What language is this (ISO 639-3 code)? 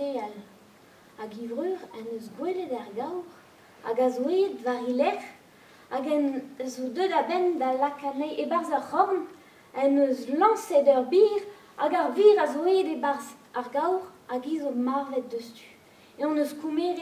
bre